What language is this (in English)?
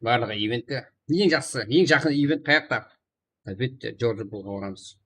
Kara-Kalpak